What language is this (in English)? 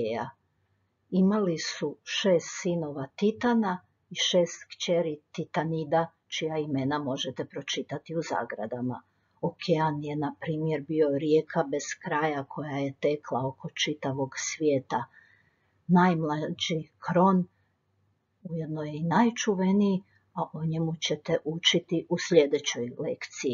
Croatian